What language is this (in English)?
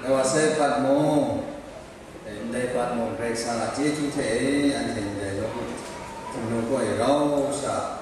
Kachin